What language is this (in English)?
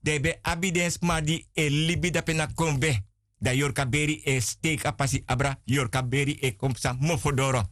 Sranan Tongo